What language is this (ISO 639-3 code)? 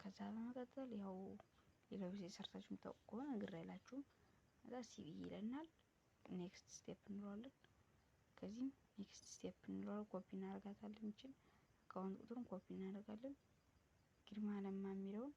amh